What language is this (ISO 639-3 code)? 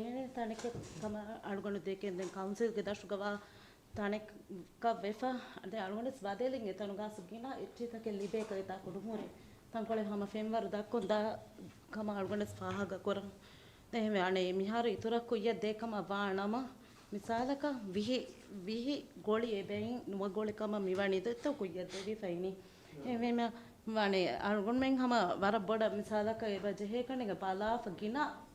div